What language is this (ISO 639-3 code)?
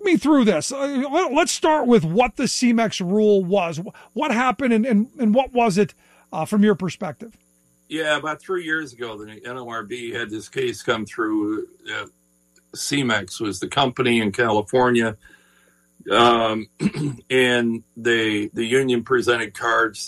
eng